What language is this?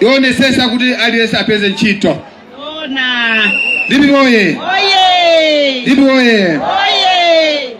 Nyanja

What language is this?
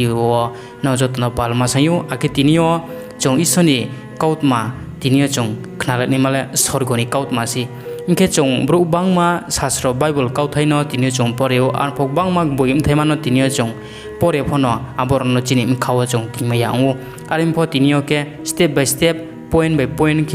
Riang (India)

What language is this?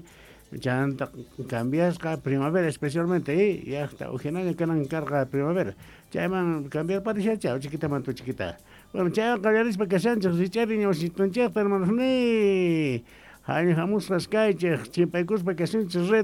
South Bolivian Quechua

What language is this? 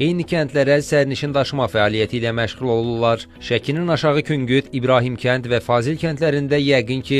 Azerbaijani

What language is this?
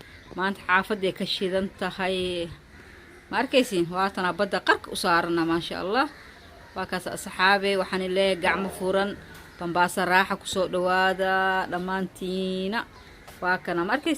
Somali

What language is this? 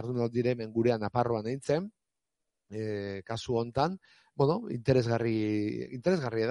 Basque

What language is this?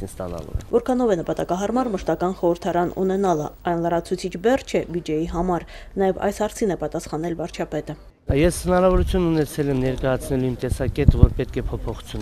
Armenian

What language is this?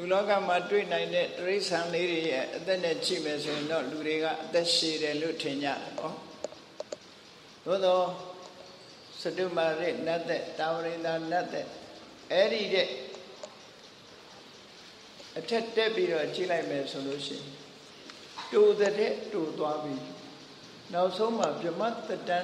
Burmese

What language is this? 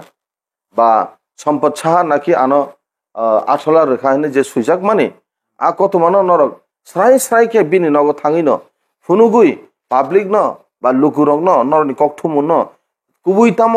Kok Borok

